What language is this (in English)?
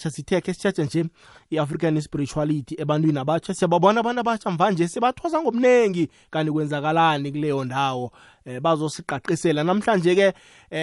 South Ndebele